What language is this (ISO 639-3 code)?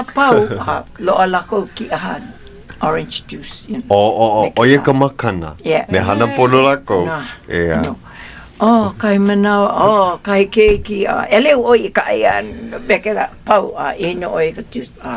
haw